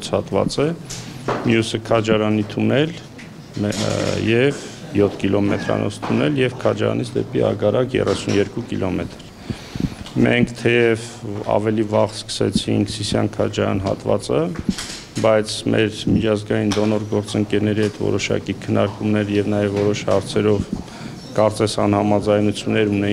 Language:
Armenian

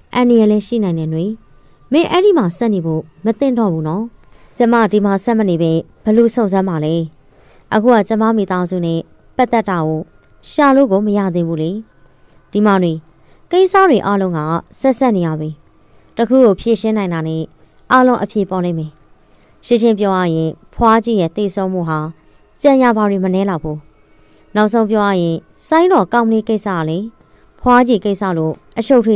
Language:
Burmese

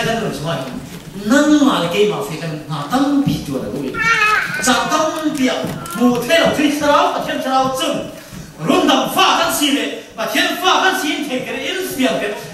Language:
Falam Chin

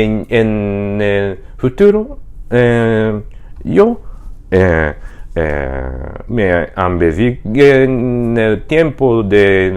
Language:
Ladino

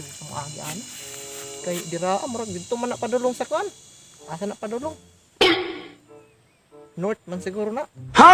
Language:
Cebuano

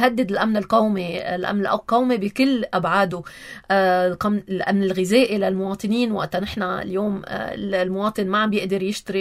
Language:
North Levantine Arabic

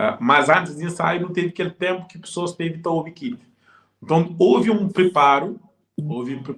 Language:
Kabuverdianu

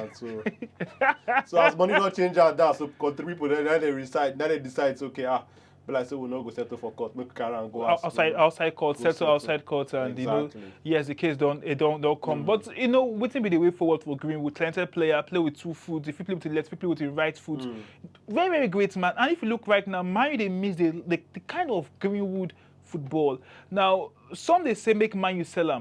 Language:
Nigerian Pidgin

